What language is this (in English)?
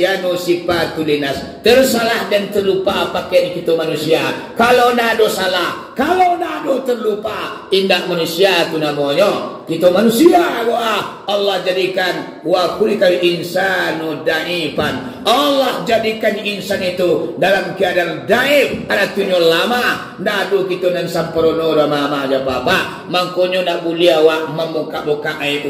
Minangkabau